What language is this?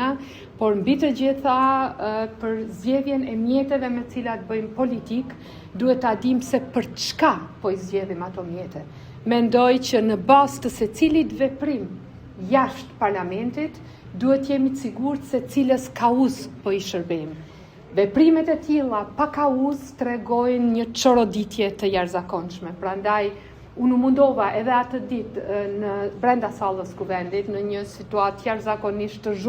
Albanian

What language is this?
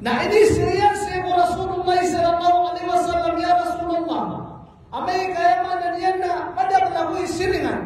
Maranao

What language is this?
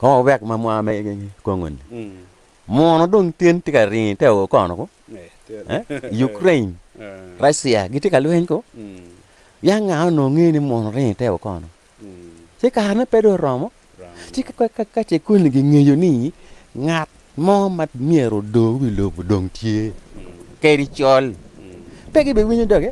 Acoli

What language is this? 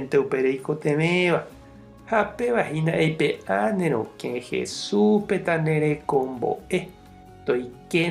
Guarani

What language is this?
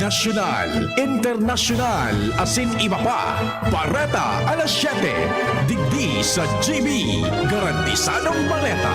Bikol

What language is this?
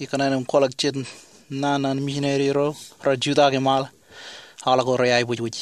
Marshallese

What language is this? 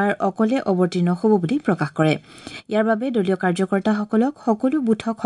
Assamese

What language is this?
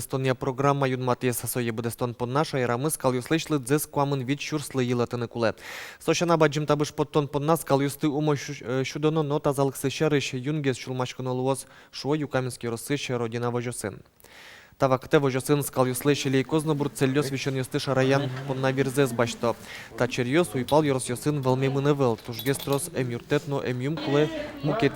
Udmurt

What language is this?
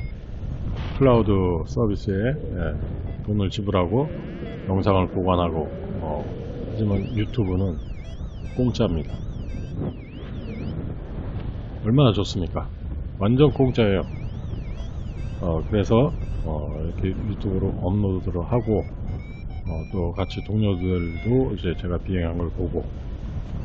Korean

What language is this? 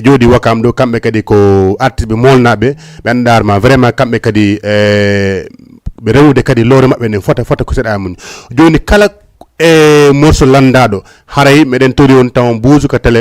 Fula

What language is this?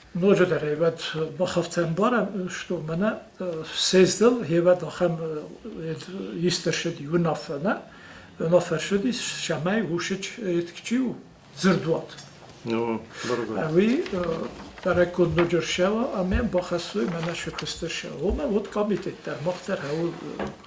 Ossetic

